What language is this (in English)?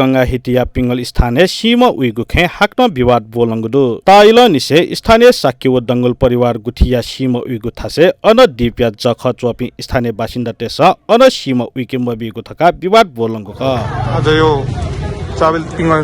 Newari